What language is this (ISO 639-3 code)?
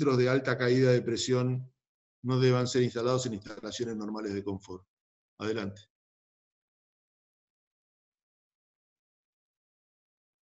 spa